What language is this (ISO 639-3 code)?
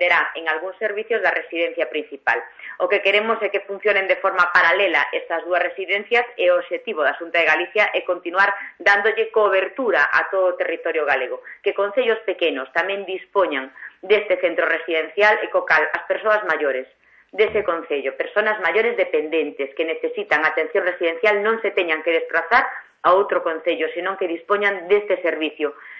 glg